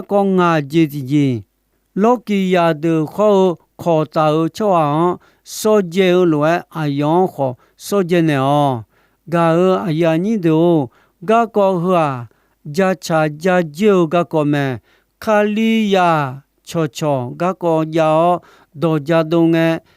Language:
Akha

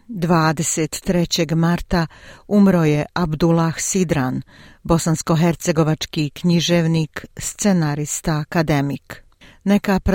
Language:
Bosnian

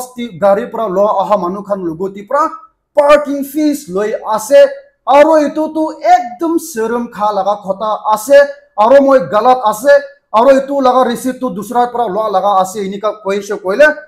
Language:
Naga Pidgin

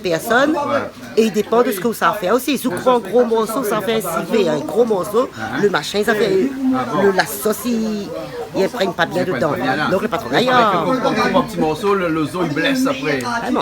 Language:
Réunion Creole French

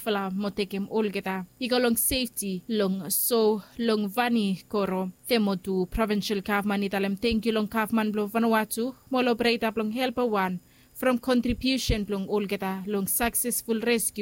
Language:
Bislama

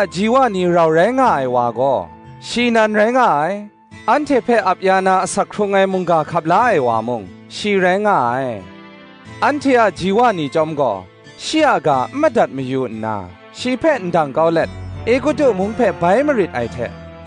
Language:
Kachin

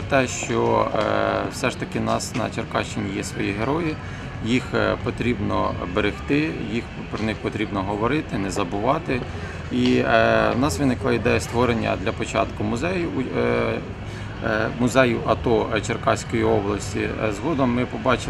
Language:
Ukrainian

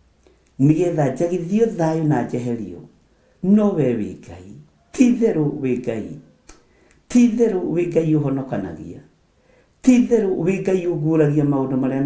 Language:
Kikuyu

